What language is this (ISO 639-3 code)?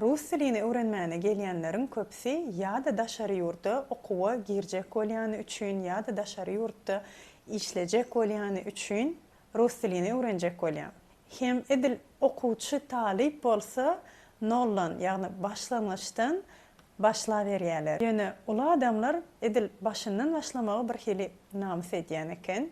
tuk